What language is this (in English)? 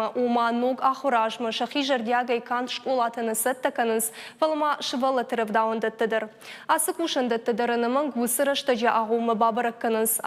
Ossetic